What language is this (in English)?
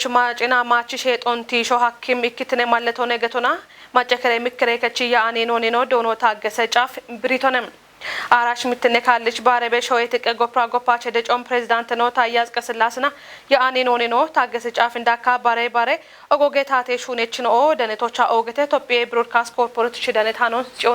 Kafa